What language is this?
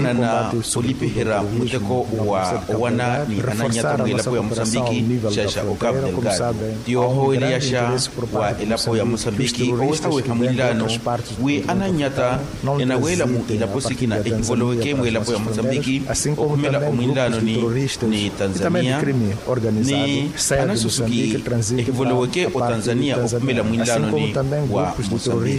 Makhuwa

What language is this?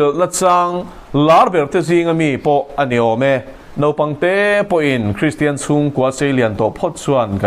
Mizo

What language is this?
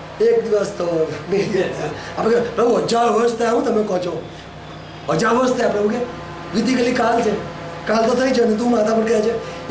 Gujarati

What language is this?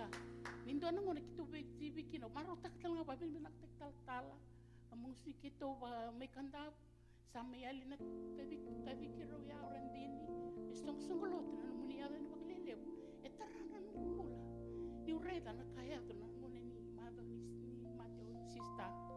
Fijian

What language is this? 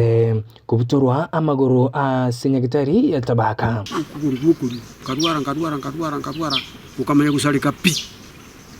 Gusii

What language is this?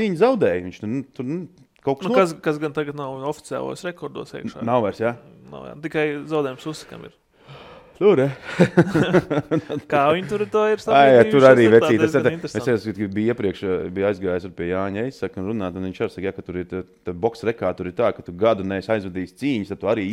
Latvian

